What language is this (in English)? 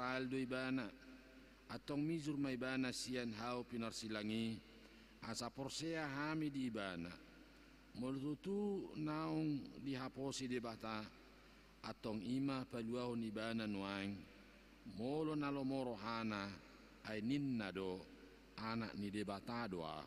Batak Toba